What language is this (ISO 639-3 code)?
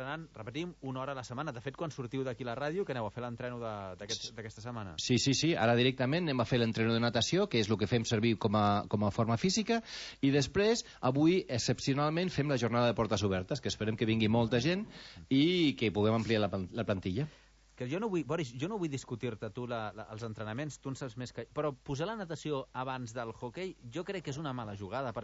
cat